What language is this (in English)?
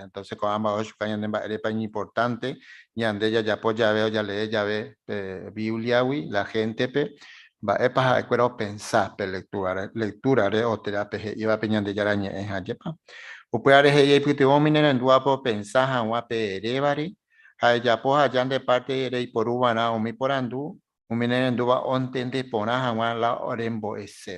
Guarani